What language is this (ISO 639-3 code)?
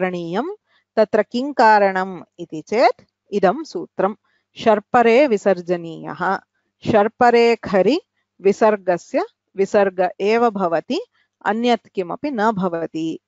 san